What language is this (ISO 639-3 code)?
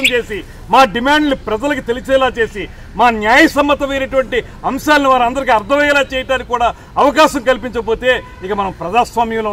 tel